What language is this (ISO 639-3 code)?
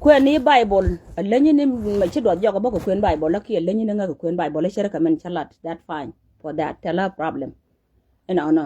nus